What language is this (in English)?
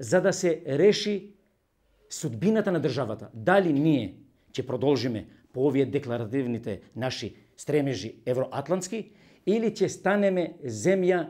Macedonian